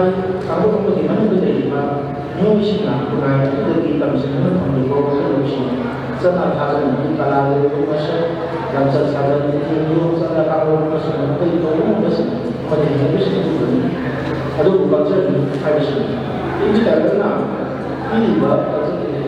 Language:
Manipuri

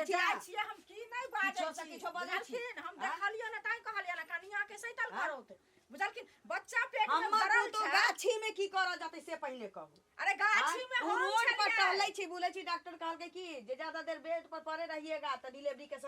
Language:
Maithili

